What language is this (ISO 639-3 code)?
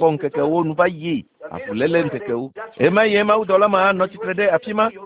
ewe